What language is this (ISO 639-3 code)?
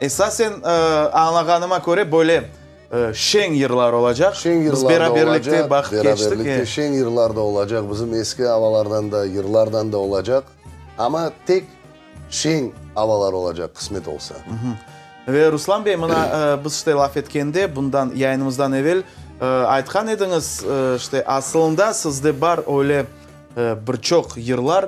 crh